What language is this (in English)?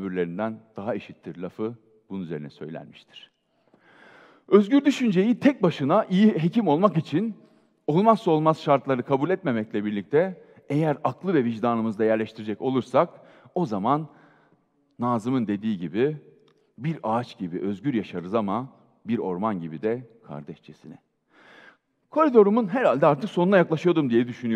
Turkish